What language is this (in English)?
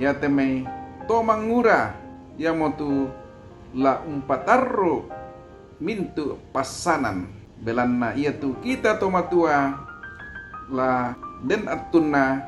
Toraja-Sa'dan